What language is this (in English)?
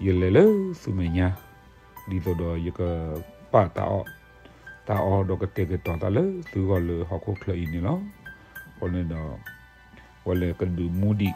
S'gaw Karen